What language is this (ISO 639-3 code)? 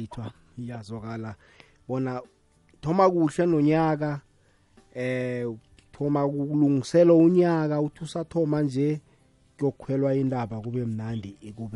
nbl